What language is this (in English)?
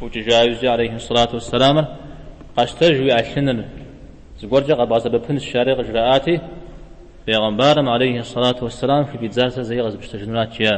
Kabardian